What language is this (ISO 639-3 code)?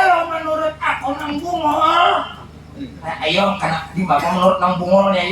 bjn